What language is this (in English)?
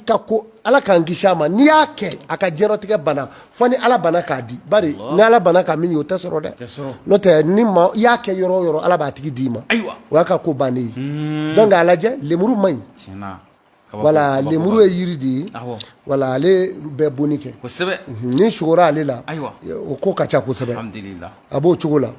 Bambara